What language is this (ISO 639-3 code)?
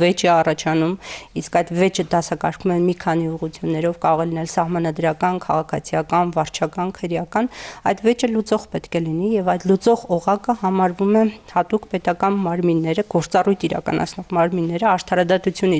hye